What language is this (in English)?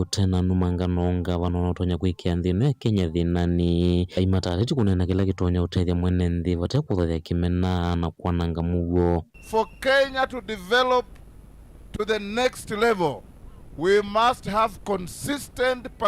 Kamba